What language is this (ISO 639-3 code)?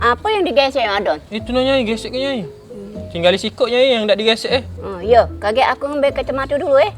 mui